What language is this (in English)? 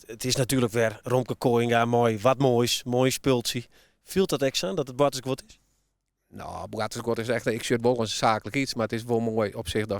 Western Frisian